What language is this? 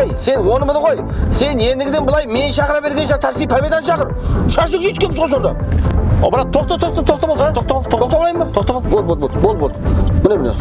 Kara-Kalpak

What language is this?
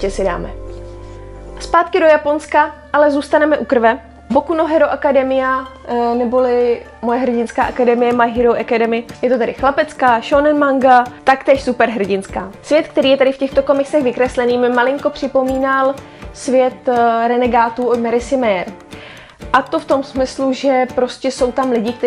Czech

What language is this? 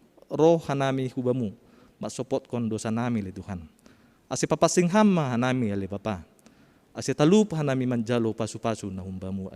Batak Simalungun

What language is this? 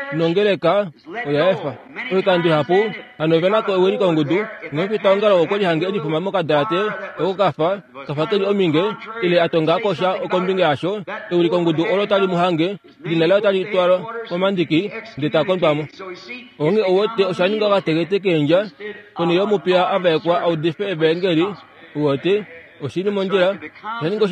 Kuanyama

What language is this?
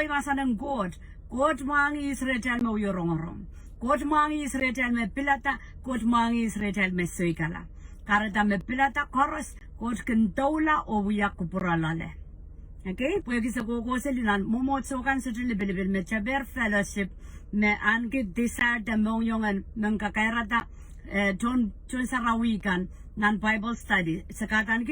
Pohnpeian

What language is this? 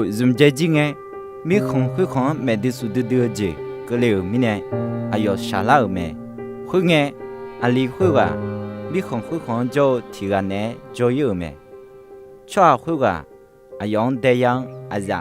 Akha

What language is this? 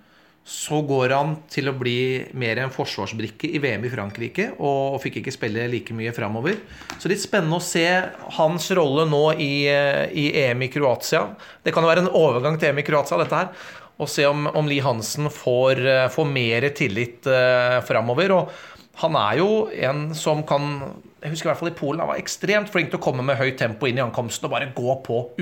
Norwegian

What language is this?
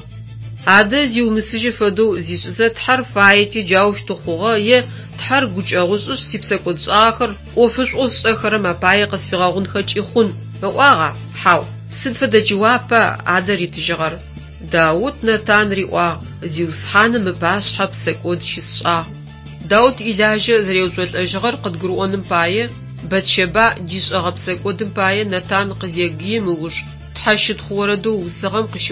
Adyghe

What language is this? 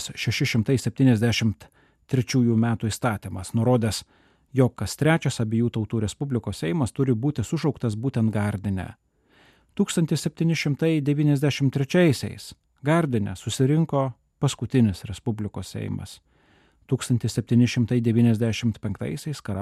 Lithuanian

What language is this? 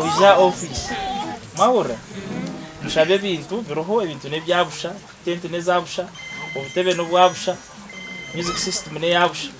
Nyankole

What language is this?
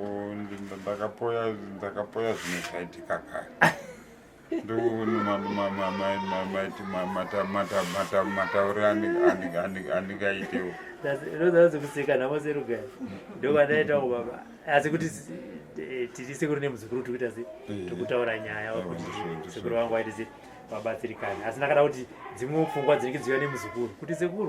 Shona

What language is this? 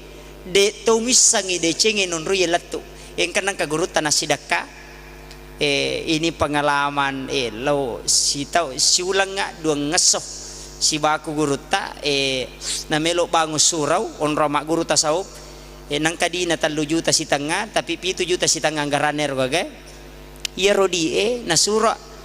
Buginese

